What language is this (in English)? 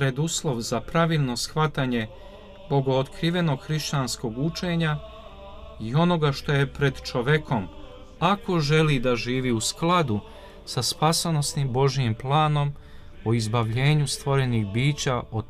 Serbian